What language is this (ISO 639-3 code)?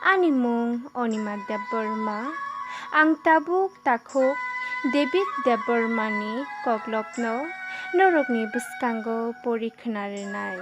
trp